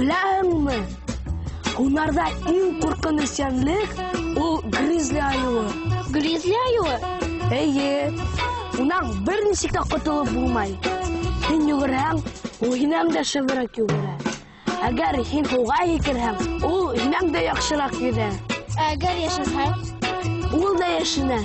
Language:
Bashkir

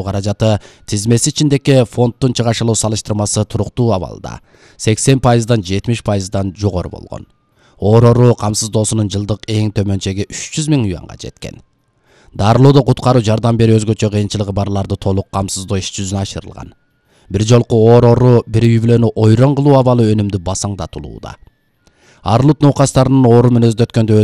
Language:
Kyrgyz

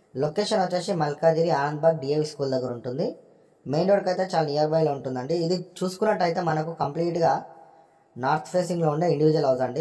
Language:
Telugu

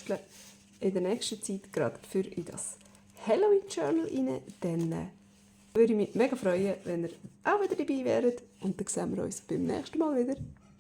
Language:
Swiss German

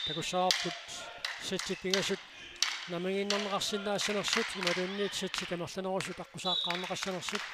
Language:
Kalaallisut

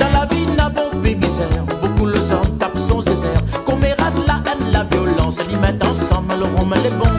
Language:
Réunion Creole French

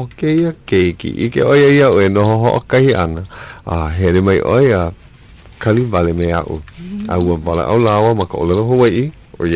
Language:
Hawaiian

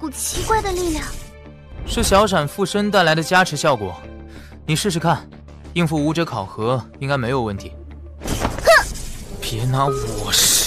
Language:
Chinese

